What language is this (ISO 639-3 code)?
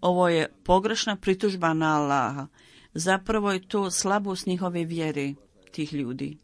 bos